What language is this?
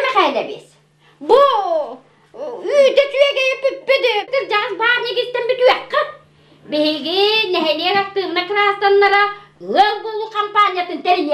Yakut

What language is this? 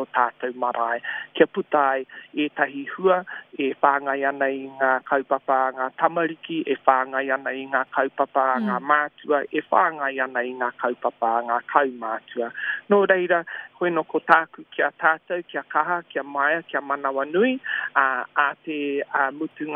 Māori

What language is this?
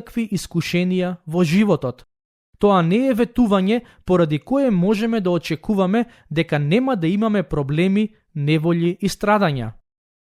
Macedonian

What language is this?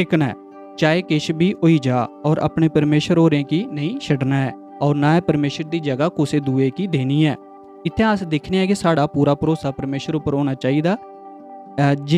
Dogri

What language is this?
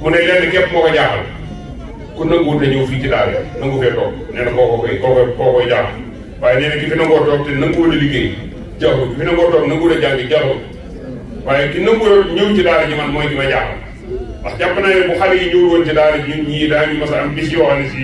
Wolof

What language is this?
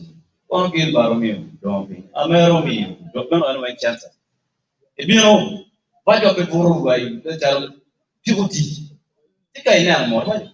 Acoli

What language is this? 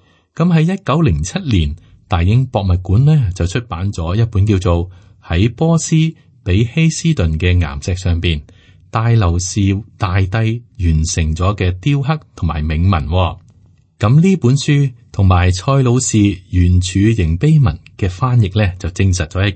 Cantonese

